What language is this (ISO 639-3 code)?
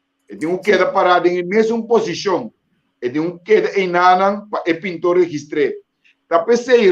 pap